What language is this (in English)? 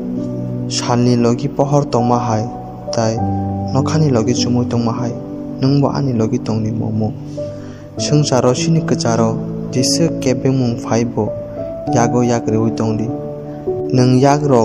Kok Borok